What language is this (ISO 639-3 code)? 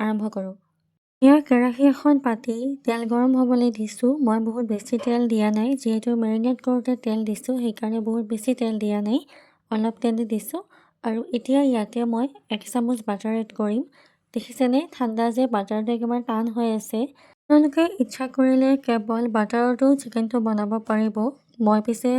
asm